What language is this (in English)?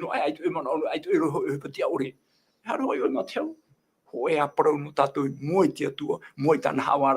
Tahitian